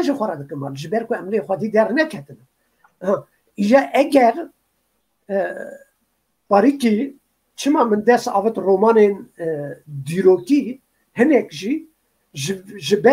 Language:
Kurdish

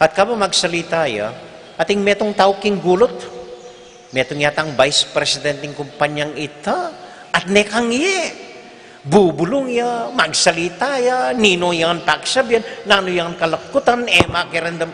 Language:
Pampanga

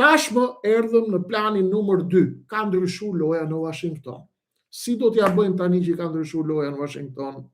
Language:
Albanian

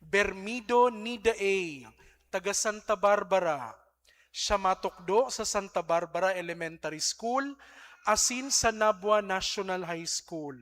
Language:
Bikol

